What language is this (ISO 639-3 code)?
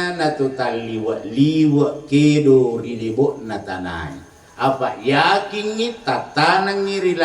bug